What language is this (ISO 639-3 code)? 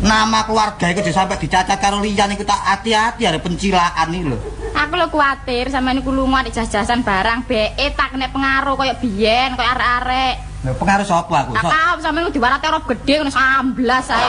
jav